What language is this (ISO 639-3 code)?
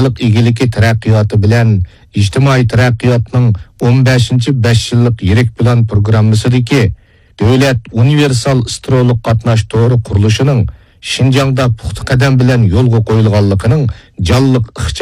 uig